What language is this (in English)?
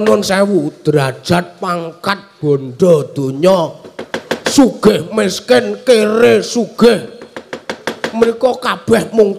Javanese